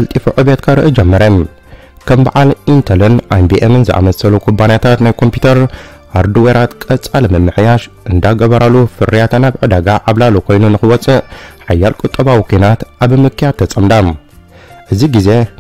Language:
Tigrinya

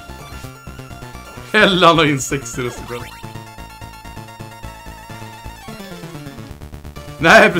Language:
Swedish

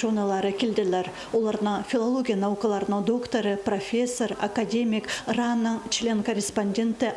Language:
Khakas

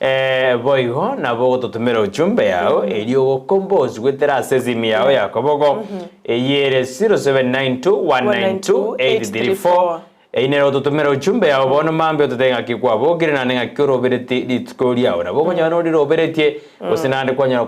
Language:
Gusii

